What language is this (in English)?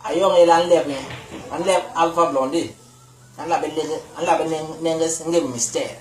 Basaa